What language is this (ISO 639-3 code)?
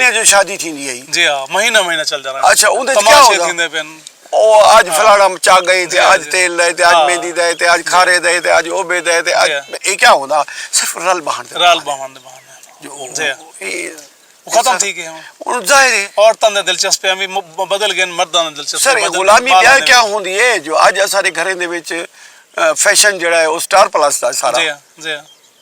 skr